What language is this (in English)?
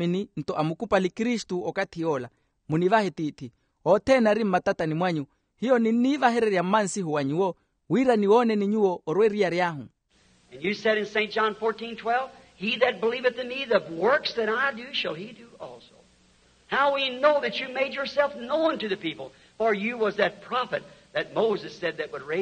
Makhuwa